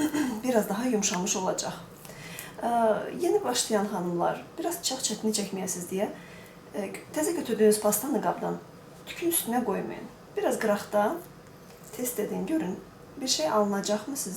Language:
Azerbaijani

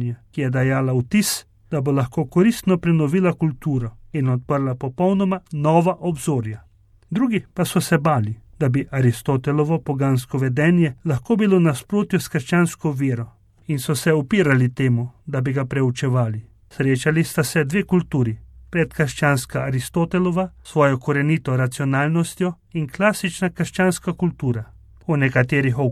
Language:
Slovenian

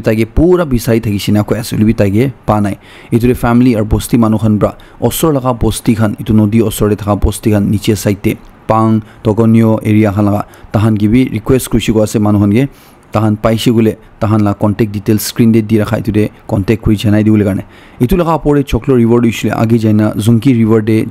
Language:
Naga Pidgin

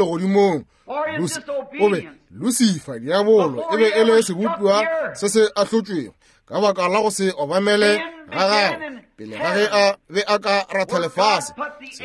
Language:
Northern Sotho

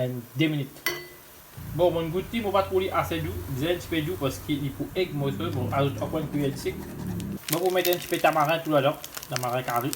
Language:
Morisyen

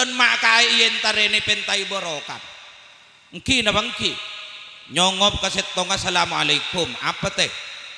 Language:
Madurese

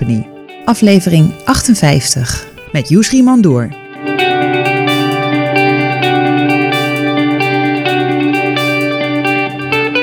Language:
Dutch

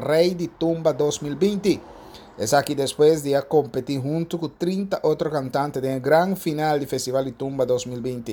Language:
Papiamento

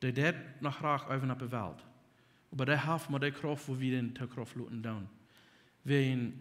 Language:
Plautdietsch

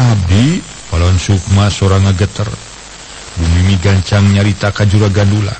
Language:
Sundanese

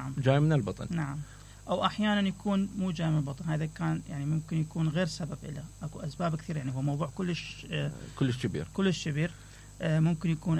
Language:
Mesopotamian Arabic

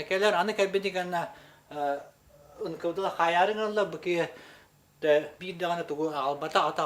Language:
Yakut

